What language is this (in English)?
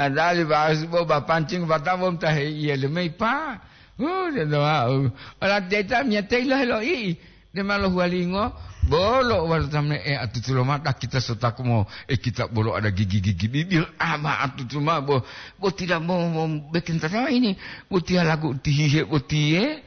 Gorontalo